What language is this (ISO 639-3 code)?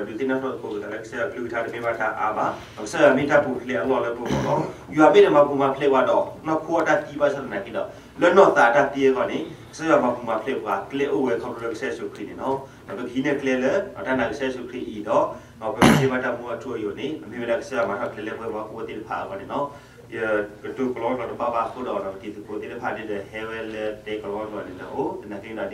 ksw